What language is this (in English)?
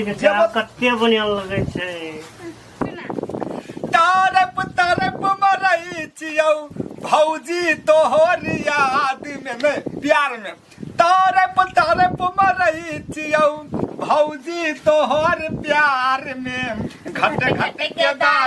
Maithili